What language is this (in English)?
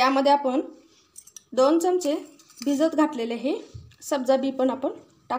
Marathi